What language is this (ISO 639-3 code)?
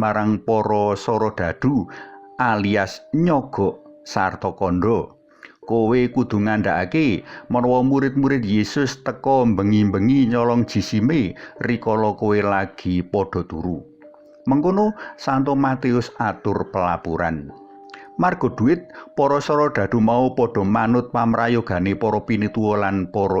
jav